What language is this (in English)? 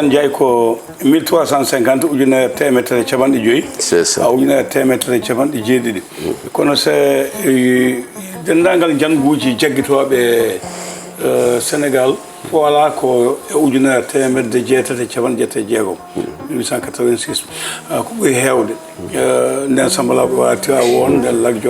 Fula